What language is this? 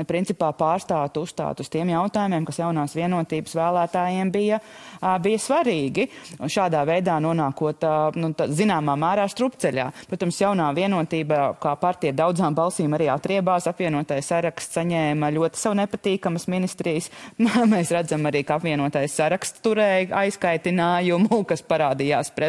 Latvian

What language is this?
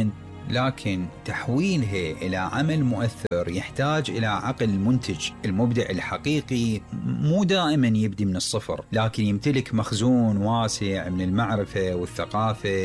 Mesopotamian Arabic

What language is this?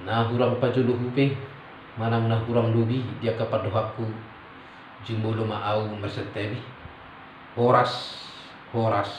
Batak Toba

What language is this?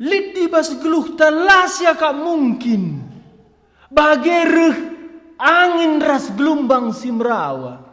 Batak Karo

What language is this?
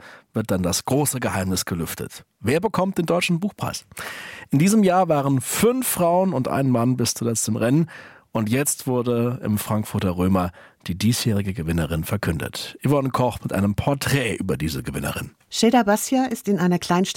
German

